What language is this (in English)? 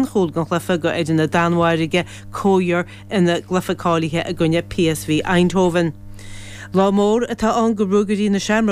Irish